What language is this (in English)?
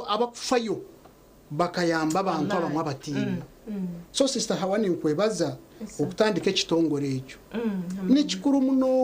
Nyankole